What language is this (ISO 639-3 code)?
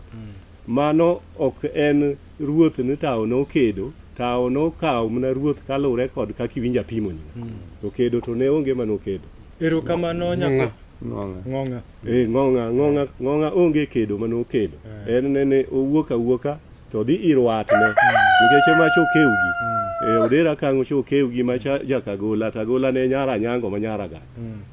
luo